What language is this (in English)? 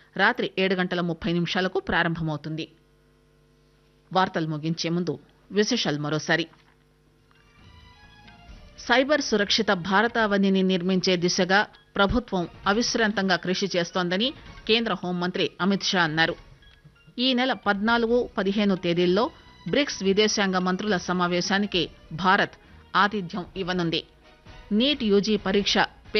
Telugu